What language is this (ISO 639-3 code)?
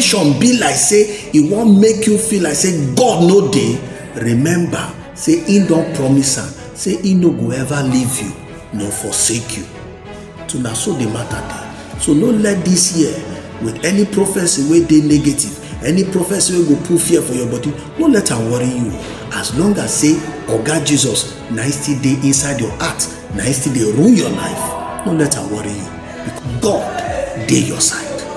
pcm